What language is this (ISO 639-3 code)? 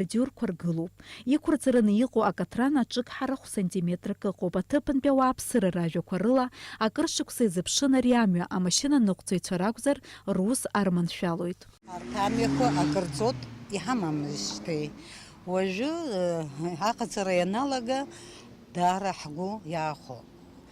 abk